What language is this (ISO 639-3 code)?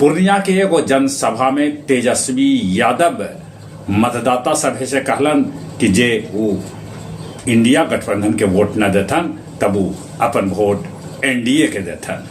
mag